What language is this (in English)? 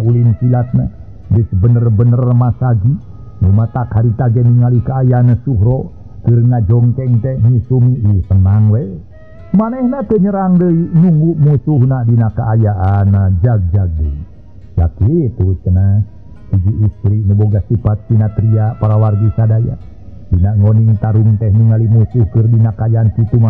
Sundanese